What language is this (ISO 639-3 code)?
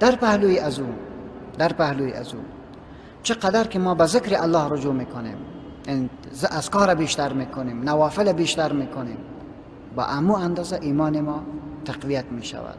fas